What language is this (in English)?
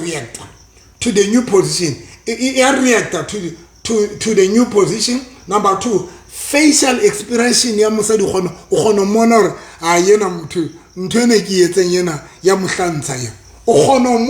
Southern Sotho